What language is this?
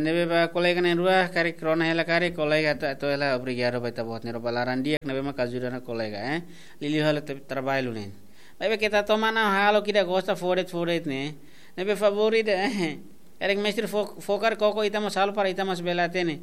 Tetum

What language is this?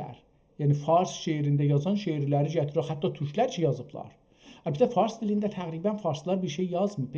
South Azerbaijani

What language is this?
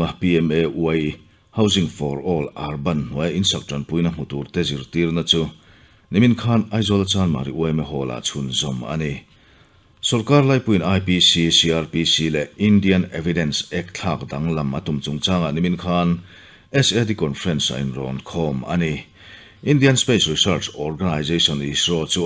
Mizo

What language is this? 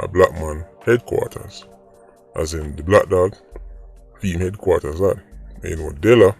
Jamaican Creole English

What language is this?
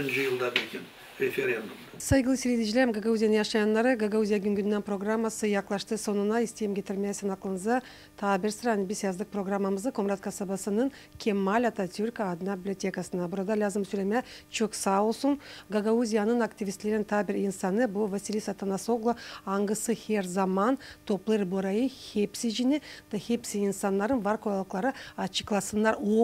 Gagauz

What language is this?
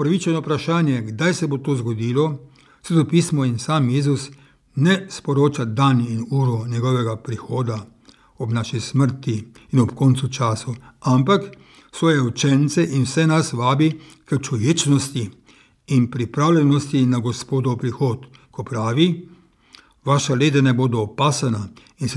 Slovenian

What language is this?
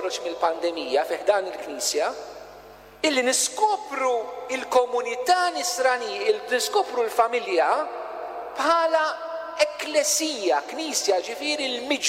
Maltese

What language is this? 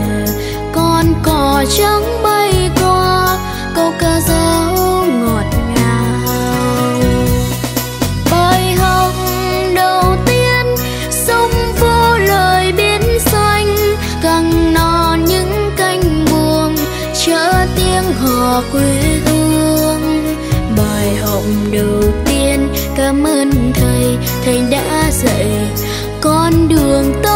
Vietnamese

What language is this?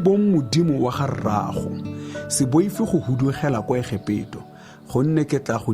Tswana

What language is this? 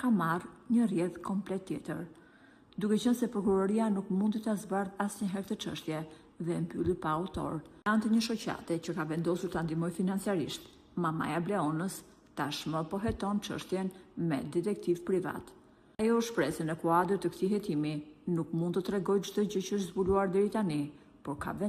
Albanian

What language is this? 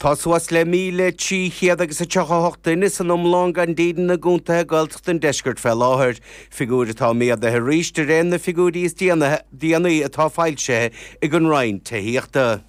Irish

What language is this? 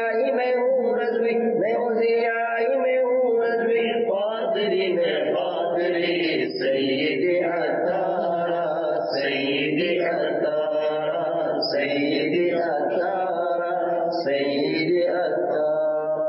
Urdu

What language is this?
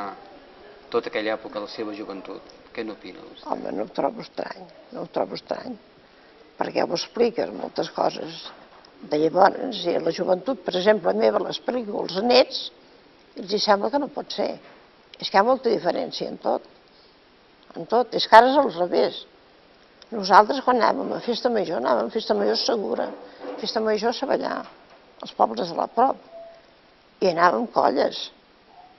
Catalan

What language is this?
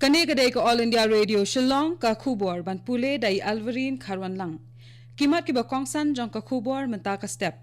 Khasi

